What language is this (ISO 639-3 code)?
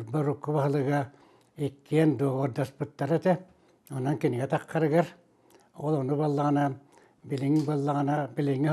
sah